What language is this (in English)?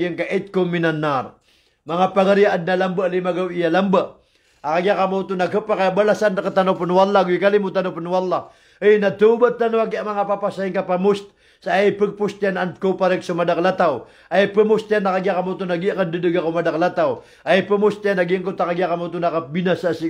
Maranao